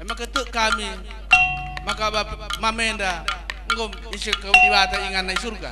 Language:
Batak Karo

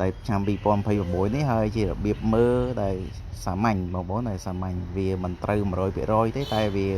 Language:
Khmer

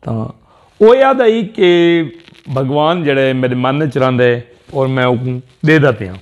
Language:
Saraiki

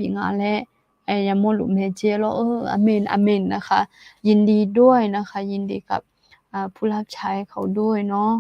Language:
Akha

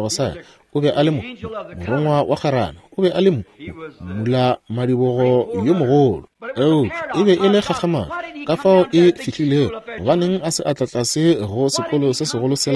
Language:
Northern Sotho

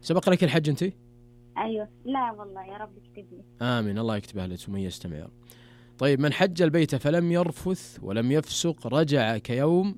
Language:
Najdi Arabic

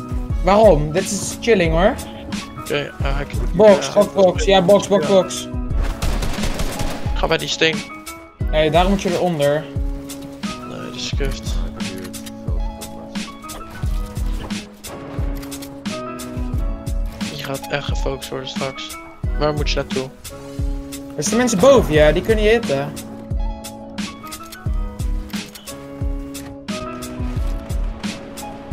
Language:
Dutch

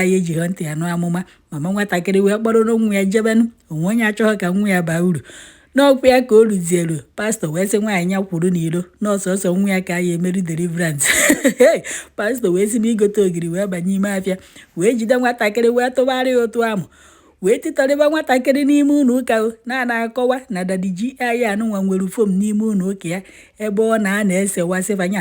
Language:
Igbo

